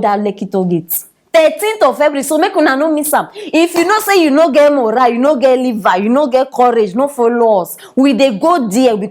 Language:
Nigerian Pidgin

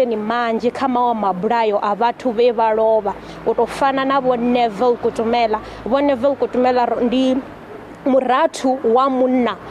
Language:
Venda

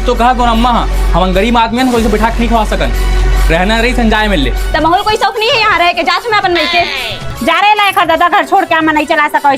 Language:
Chhattisgarhi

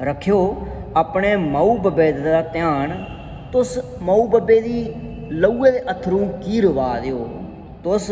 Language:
Dogri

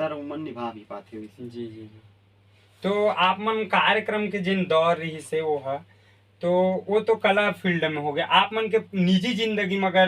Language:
Chhattisgarhi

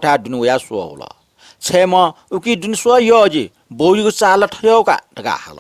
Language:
Newari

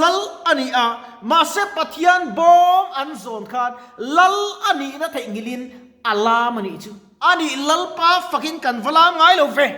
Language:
Mizo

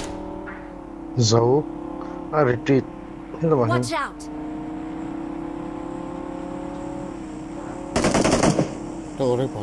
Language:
Vietnamese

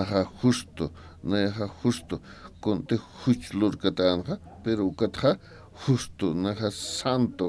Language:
Aymara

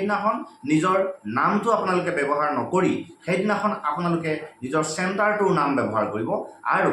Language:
Assamese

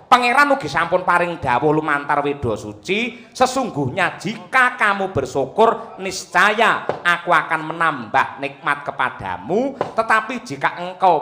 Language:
Javanese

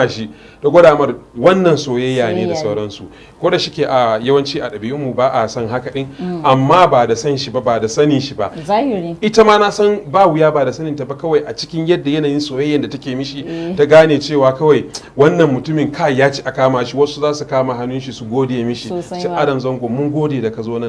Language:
Hausa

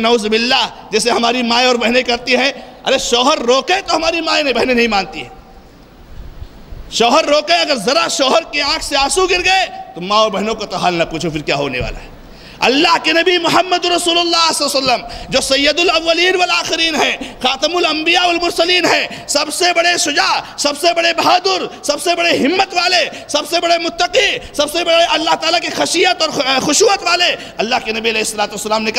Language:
Urdu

